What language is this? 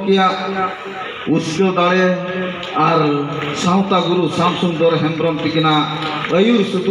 Santali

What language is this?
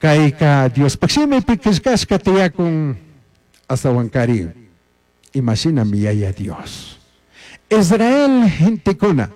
Chimborazo Highland Quichua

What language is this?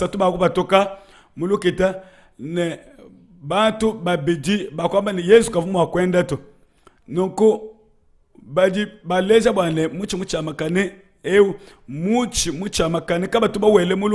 Luba-Lulua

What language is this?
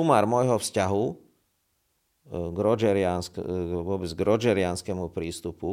Slovak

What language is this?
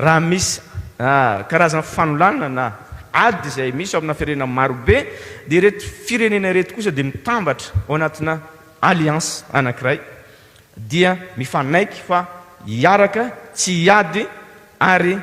Malagasy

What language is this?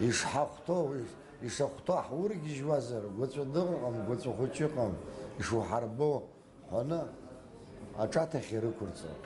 Abkhazian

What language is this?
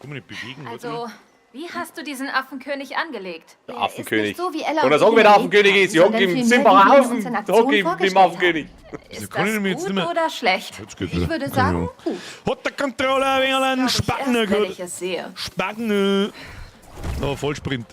Bavarian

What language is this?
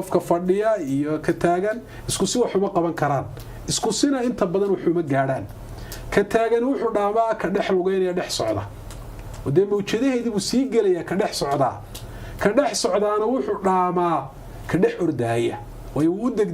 Somali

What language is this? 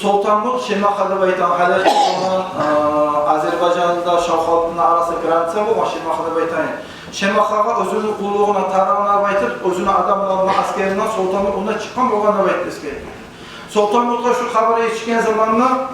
Kumyk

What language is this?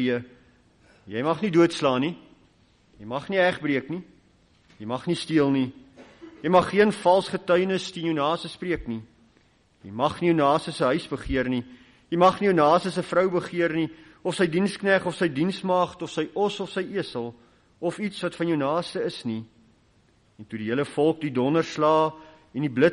Afrikaans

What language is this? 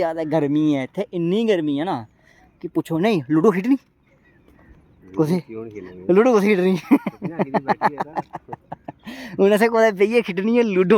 Dogri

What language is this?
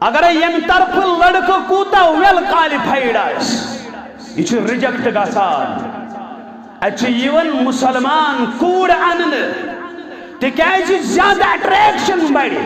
Kashmiri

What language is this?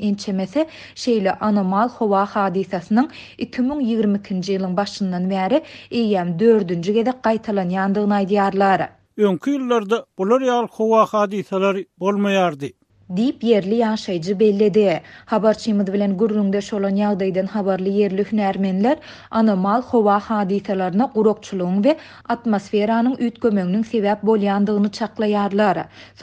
Turkmen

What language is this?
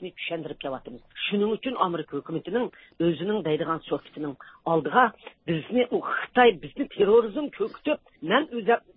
Uyghur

